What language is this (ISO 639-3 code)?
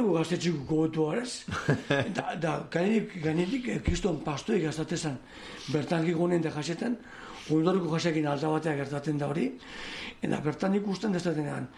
eus